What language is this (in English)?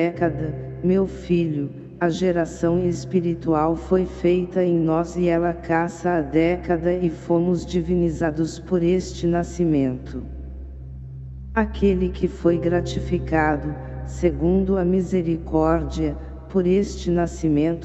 Portuguese